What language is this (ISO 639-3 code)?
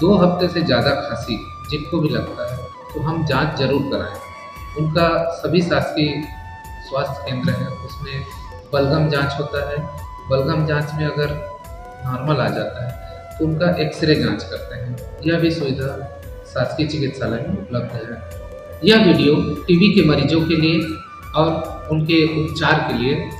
hne